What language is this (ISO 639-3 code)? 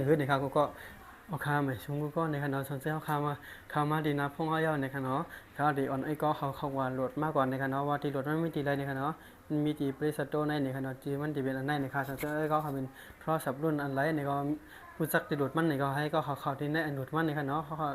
shn